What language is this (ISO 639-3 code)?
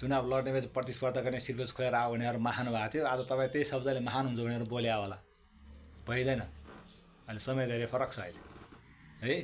nep